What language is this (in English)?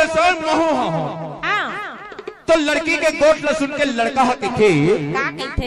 Chhattisgarhi